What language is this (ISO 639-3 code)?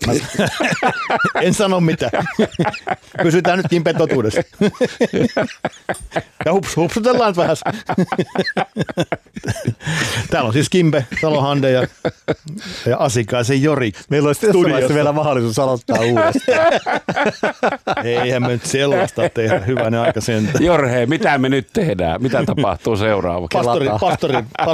fin